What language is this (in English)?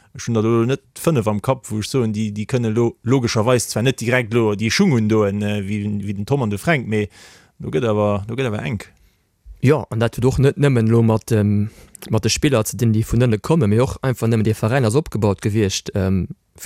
Luxembourgish